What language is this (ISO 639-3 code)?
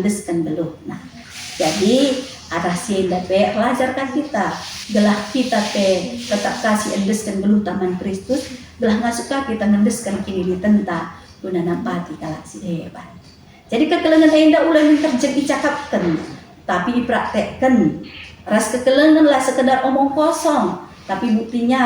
btx